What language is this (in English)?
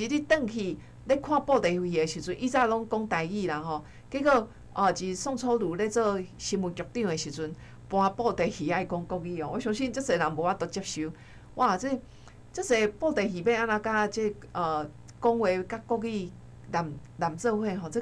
Min Nan Chinese